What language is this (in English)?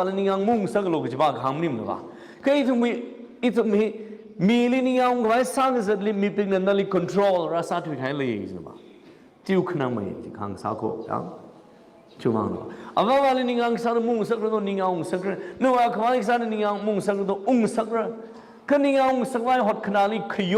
Tangkhul Naga (India)